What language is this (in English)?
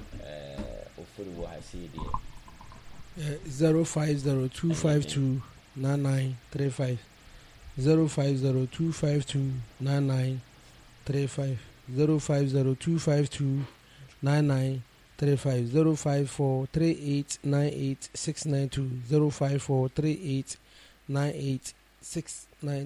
Akan